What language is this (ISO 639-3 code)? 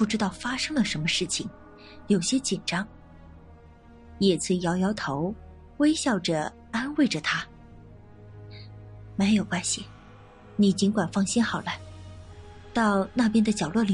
zho